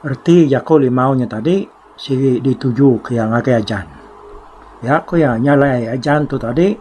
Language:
Iban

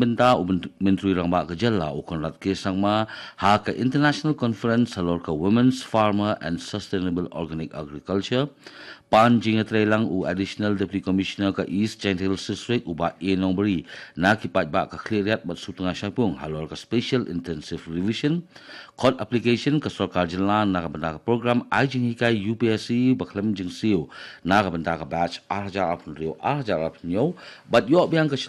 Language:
Khasi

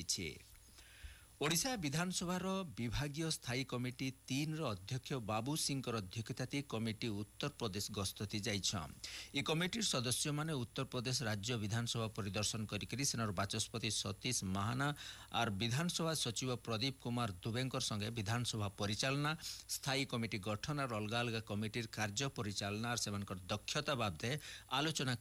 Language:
Odia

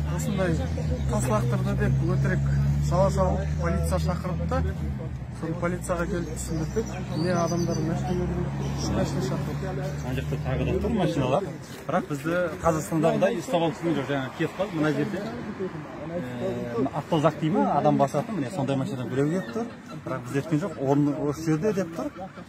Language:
Kazakh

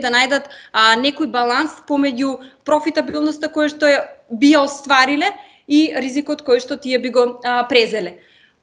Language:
Macedonian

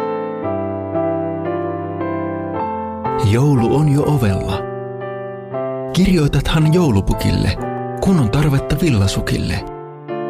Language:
Finnish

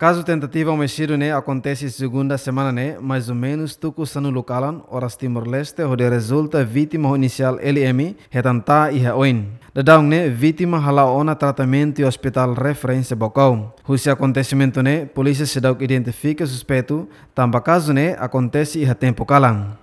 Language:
Tetum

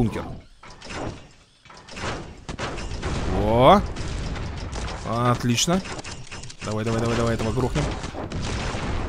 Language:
Russian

